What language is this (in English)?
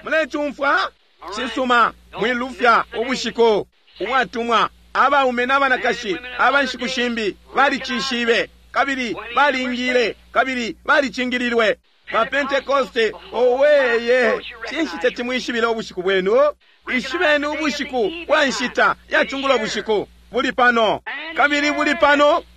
Bemba